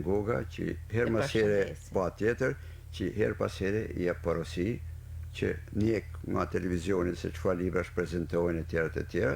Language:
Albanian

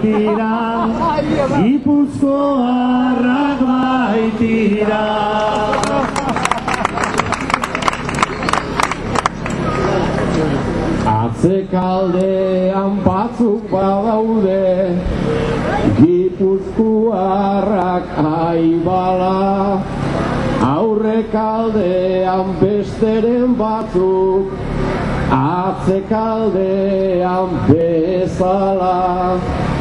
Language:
Basque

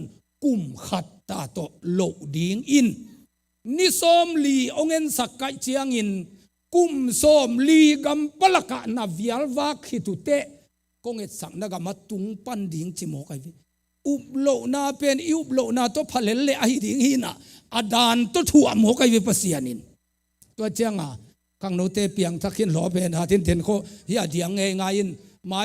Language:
Tedim Chin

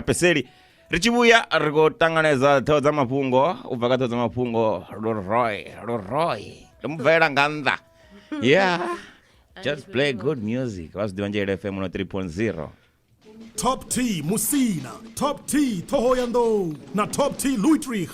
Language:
Venda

